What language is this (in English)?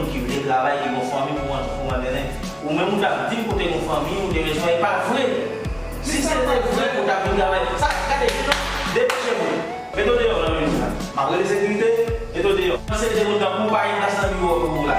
Haitian Creole